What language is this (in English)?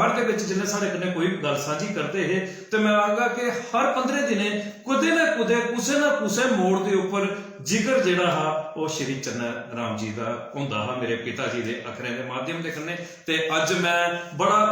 Dogri